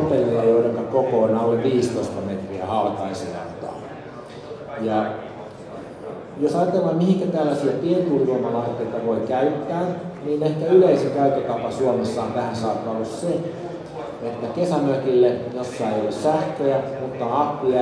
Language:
Finnish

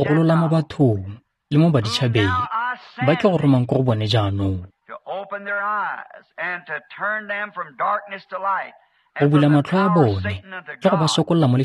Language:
Tswana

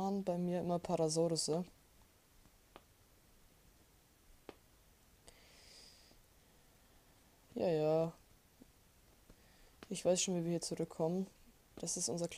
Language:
German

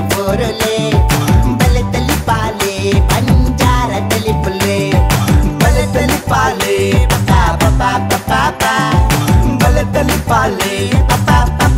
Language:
Tulu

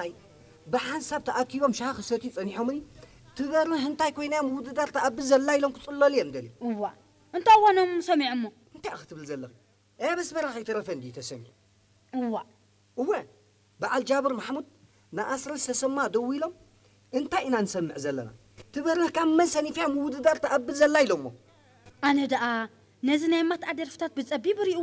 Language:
Tigrinya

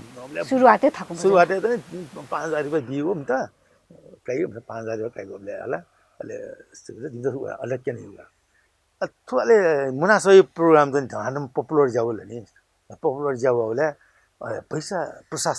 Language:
Newari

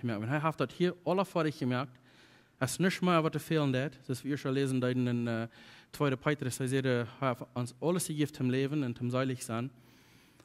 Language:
Plautdietsch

